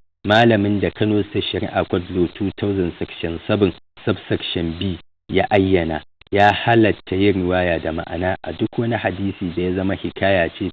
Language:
Hausa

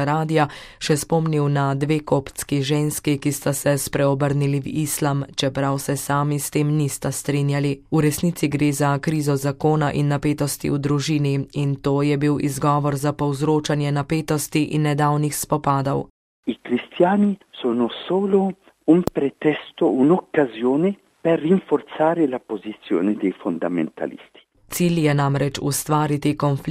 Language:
Slovenian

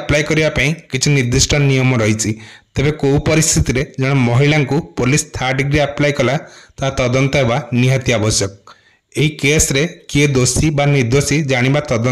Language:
Odia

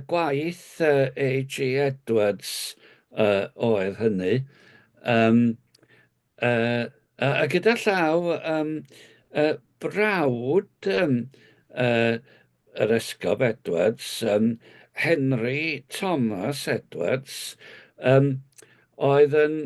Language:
Welsh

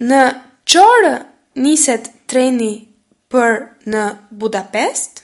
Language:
Albanian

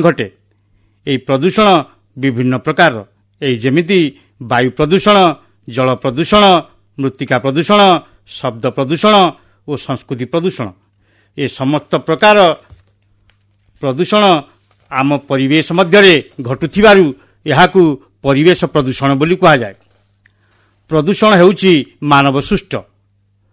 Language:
Odia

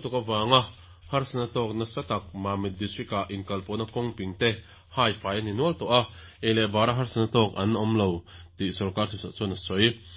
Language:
Mizo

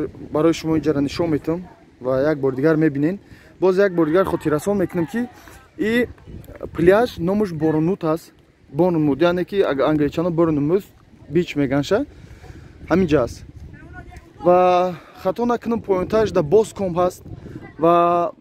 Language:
Tajik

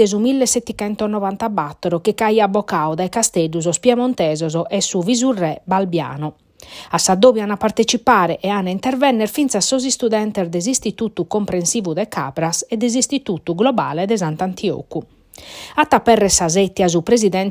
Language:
Sardinian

